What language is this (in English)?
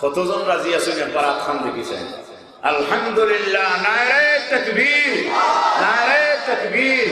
Sylheti